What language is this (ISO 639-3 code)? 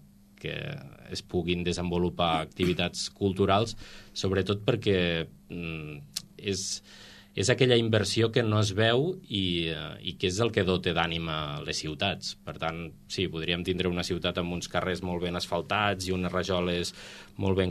cat